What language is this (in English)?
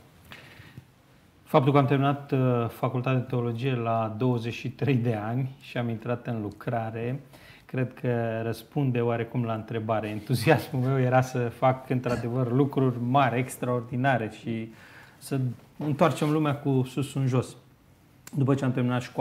Romanian